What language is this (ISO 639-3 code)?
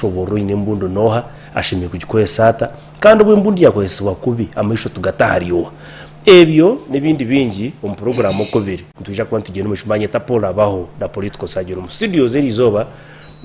nyn